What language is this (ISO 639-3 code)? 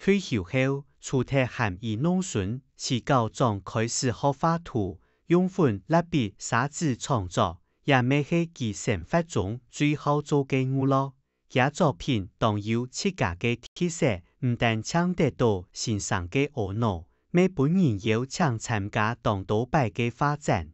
hak